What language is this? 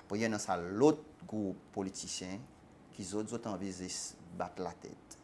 Seselwa Creole French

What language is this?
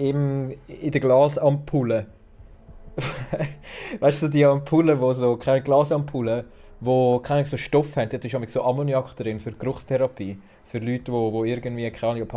Swiss German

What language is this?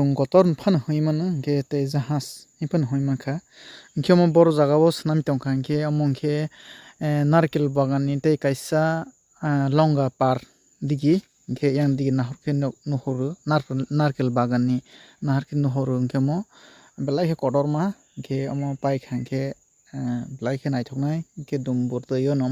Kok Borok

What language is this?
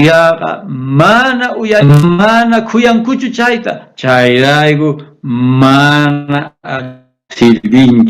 South Bolivian Quechua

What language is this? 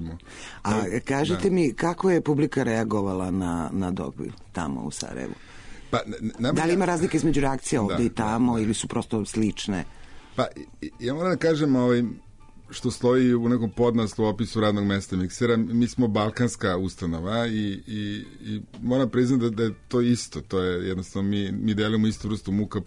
Serbian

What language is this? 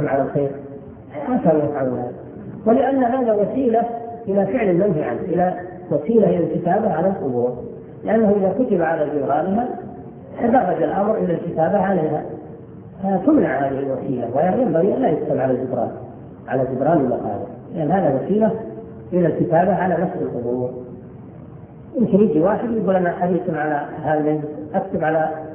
Arabic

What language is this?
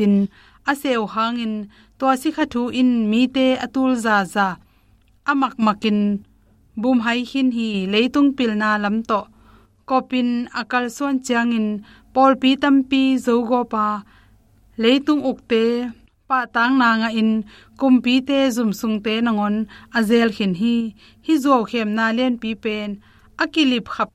Tedim Chin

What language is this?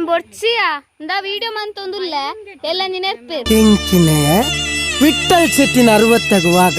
Tulu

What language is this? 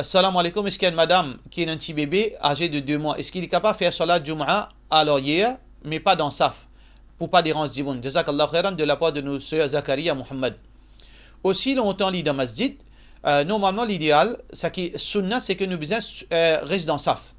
Morisyen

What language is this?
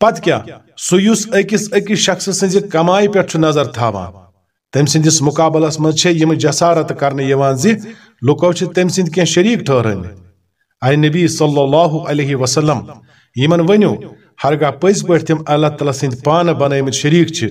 Kashmiri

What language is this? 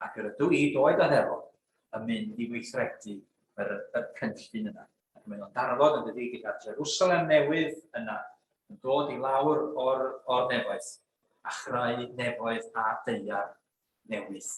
Welsh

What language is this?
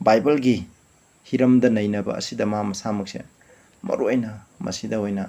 Manipuri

